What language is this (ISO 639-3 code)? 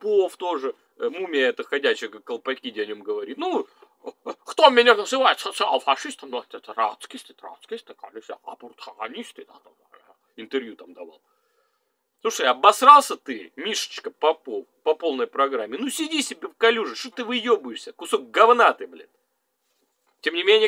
rus